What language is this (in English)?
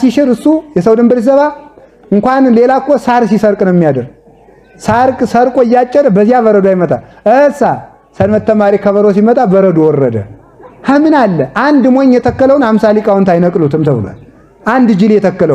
Amharic